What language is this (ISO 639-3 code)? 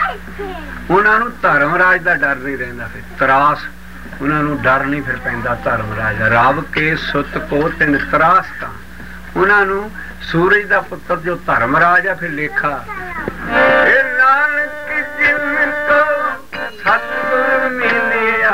pan